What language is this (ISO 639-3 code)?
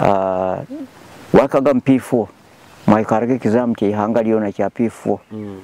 nyo